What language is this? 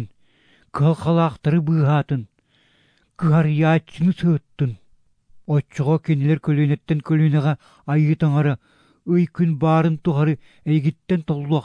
Yakut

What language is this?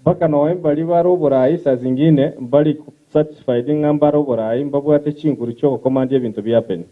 Gusii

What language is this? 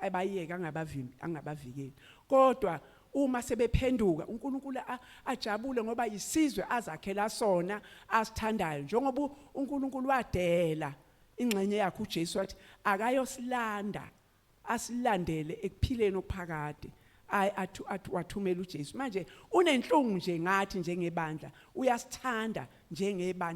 Zulu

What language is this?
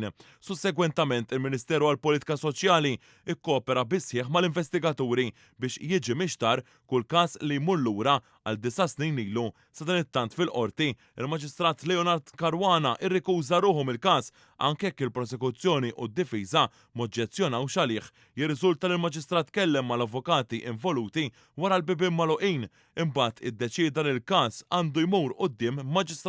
Maltese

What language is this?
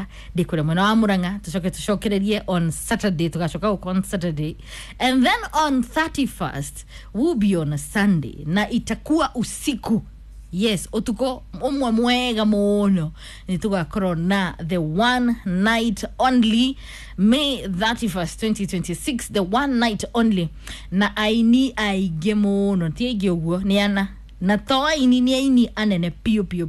Kikuyu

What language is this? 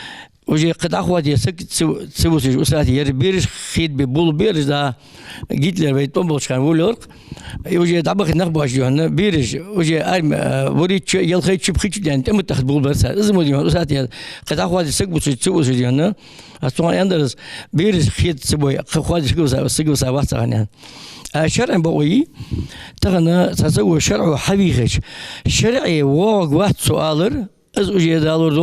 Ingush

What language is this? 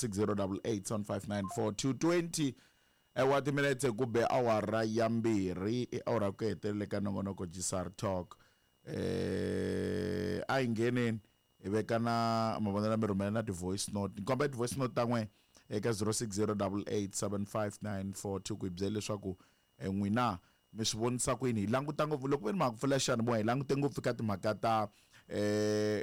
Tsonga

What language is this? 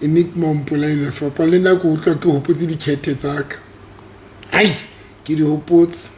Southern Sotho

